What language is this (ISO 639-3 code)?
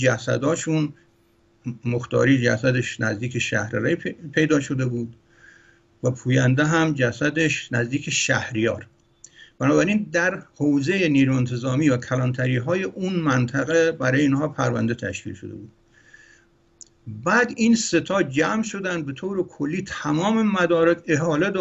fas